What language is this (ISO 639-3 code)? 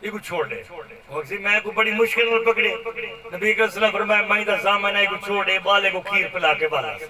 skr